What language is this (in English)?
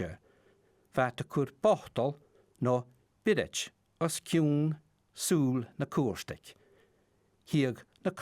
Scottish Gaelic